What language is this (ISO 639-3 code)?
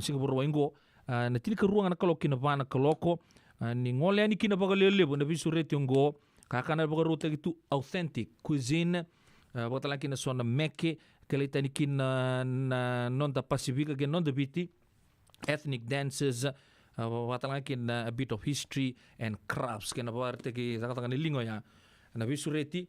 fij